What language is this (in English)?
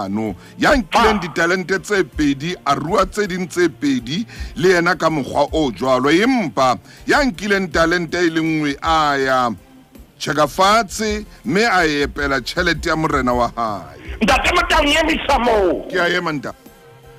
Southern Sotho